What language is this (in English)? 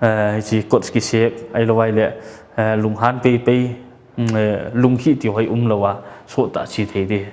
Paite Chin